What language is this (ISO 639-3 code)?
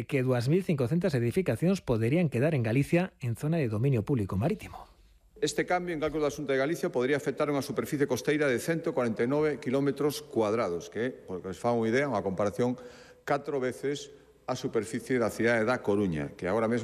glg